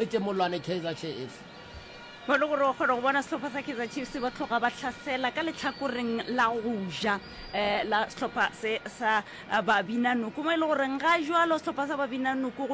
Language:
Northern Sotho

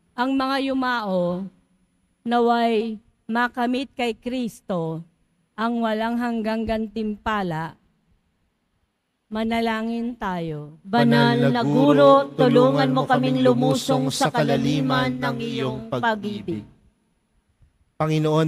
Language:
Filipino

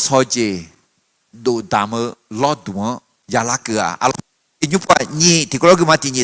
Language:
Akha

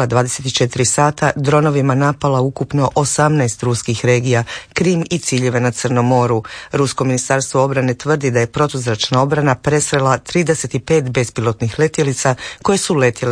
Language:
Croatian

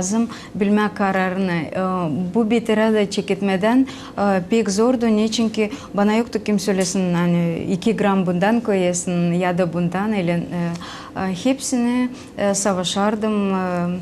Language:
Gagauz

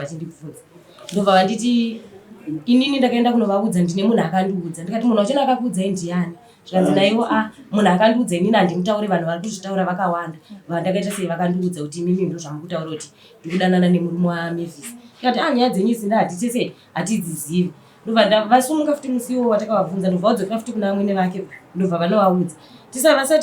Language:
Shona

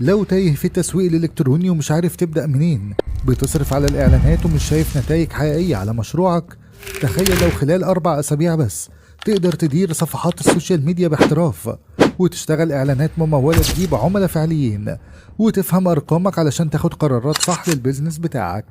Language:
Egyptian Arabic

